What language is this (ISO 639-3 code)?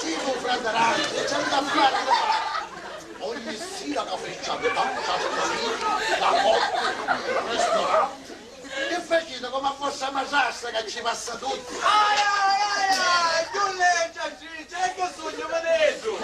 scn